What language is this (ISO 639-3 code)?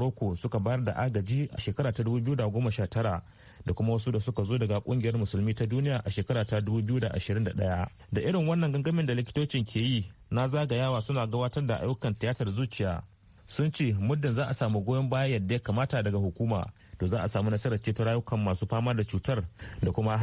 hau